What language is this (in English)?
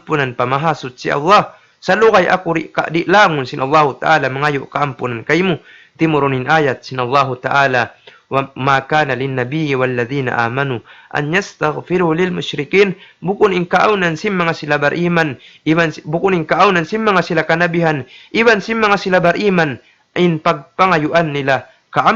Tausug